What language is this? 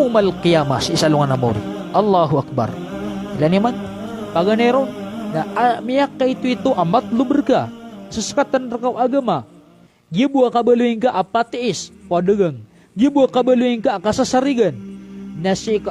Maranao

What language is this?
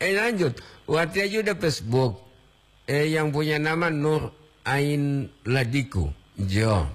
Gorontalo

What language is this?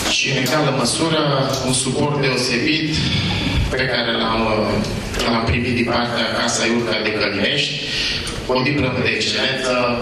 Romanian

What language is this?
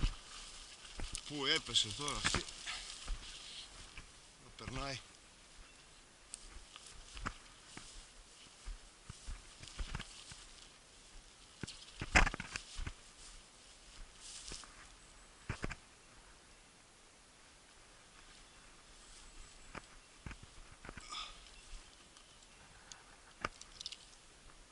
Greek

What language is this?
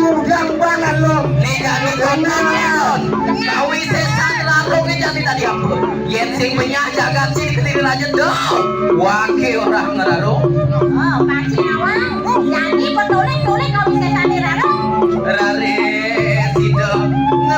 Balinese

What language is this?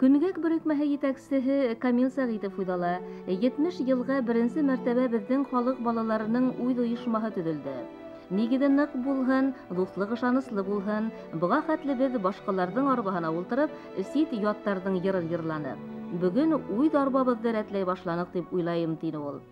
Bashkir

